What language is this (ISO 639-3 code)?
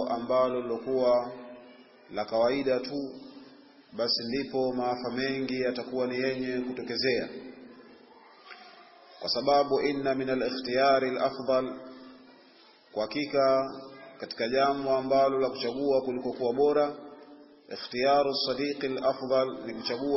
swa